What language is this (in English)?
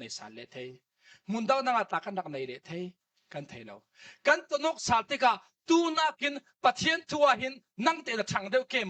Falam Chin